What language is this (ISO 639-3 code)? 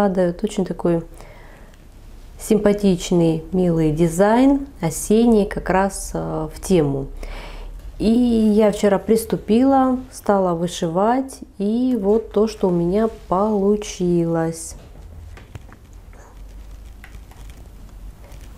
rus